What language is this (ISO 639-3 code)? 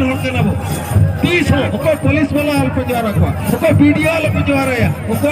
sat